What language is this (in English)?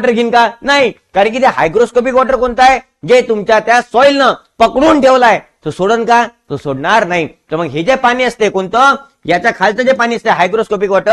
Marathi